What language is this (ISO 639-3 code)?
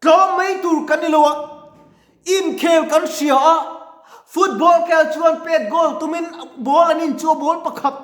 lus